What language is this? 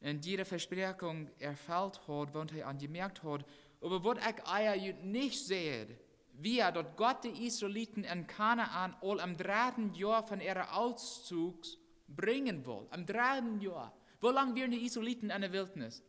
Plautdietsch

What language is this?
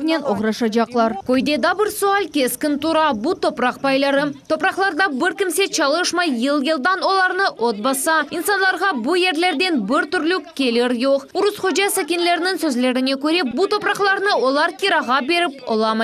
Crimean Tatar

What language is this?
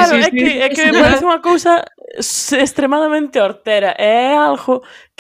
Galician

